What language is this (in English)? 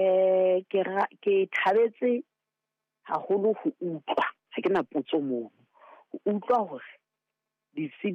Southern Sotho